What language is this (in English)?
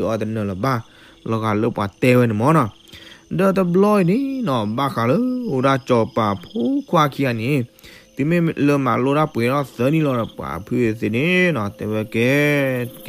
S'gaw Karen